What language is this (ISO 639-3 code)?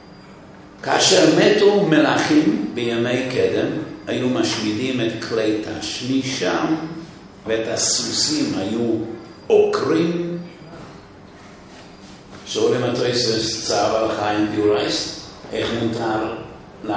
heb